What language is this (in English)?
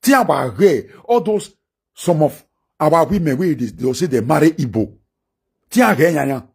Nigerian Pidgin